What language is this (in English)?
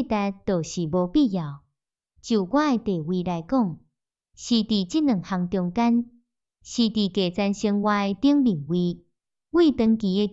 Min Nan Chinese